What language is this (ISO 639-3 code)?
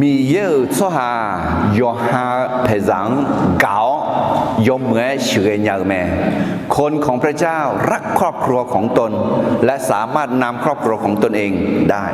ahk